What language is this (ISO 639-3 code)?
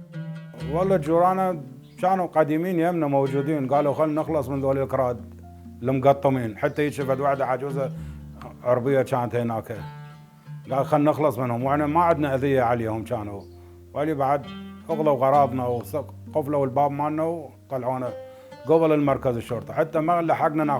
acm